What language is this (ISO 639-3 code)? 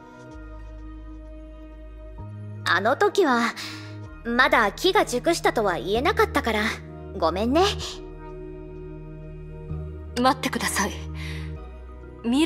jpn